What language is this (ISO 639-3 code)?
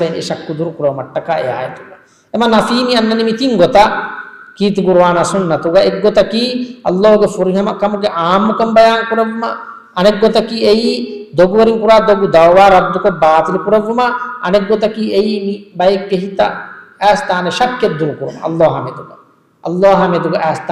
div